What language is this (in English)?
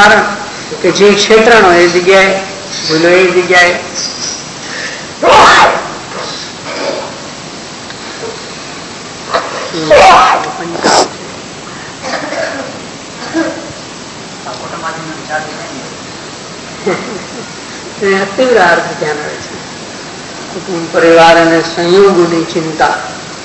Gujarati